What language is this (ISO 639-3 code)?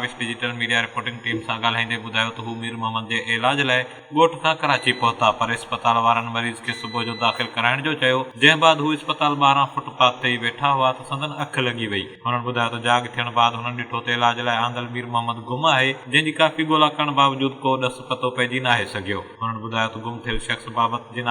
snd